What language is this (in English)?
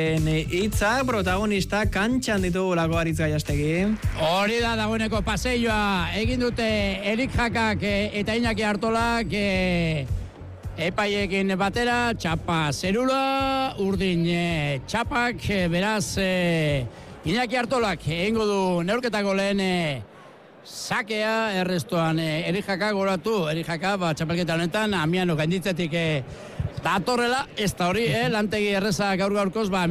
Basque